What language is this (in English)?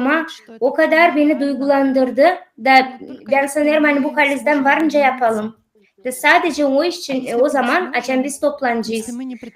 Gagauz